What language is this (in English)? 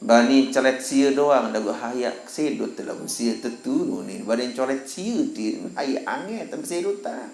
Sasak